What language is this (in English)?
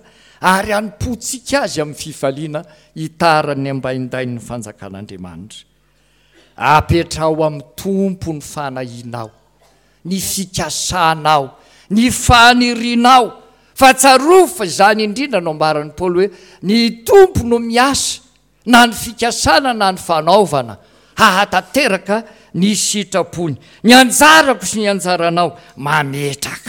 Malagasy